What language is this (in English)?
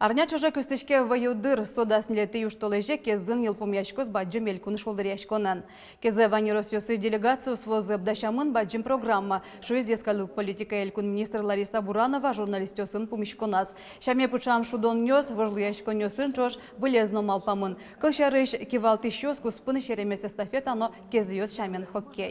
Udmurt